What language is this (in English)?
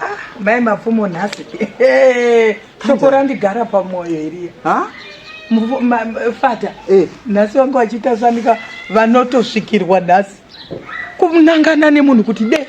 Shona